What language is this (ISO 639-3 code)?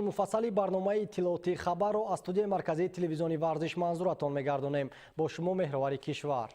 tgk